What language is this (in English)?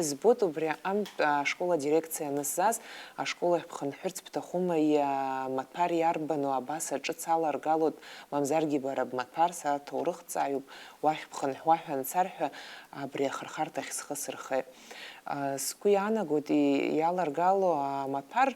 Abkhazian